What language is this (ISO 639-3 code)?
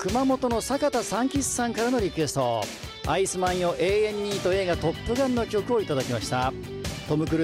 jpn